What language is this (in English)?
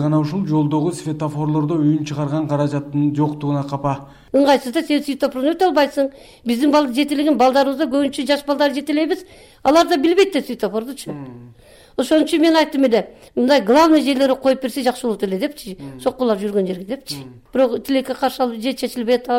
Kyrgyz